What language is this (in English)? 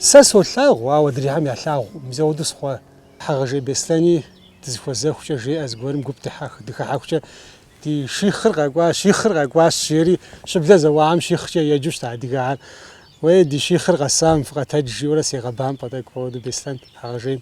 Kabardian